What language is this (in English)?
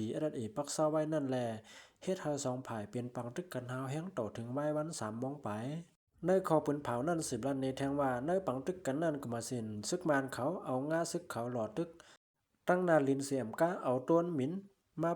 Shan